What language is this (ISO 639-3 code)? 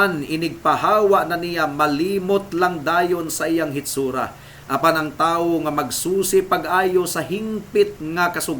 ceb